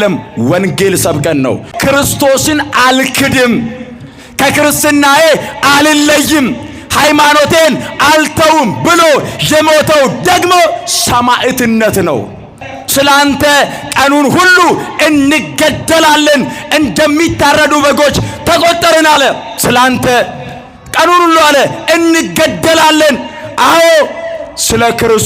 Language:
Amharic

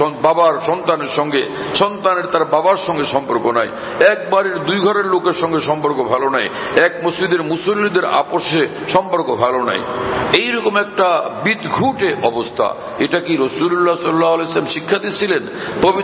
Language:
Bangla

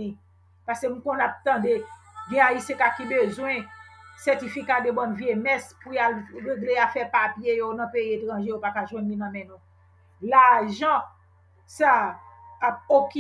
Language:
Haitian Creole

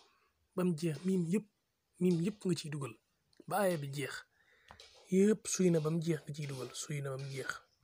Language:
Wolof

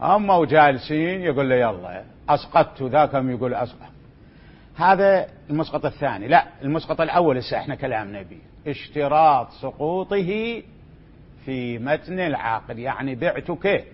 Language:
Mesopotamian Arabic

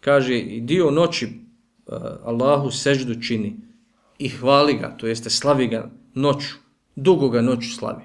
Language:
Bosnian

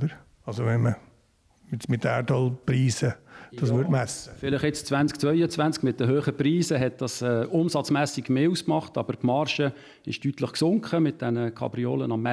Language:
Swiss German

